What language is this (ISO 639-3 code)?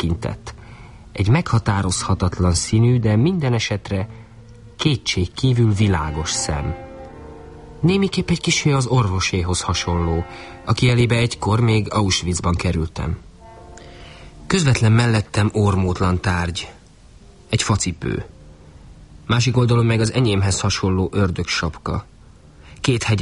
hun